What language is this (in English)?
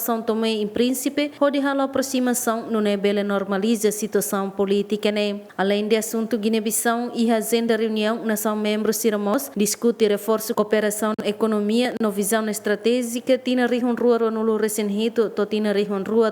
Tetum